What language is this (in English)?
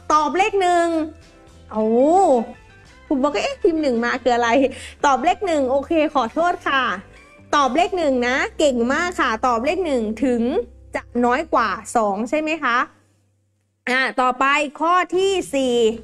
Thai